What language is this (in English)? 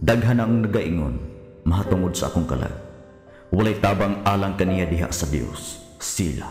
Cebuano